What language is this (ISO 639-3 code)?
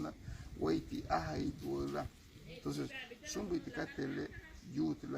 cab